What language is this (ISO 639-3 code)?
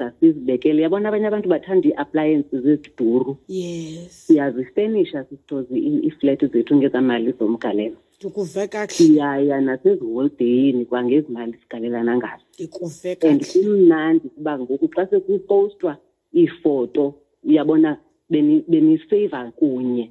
xho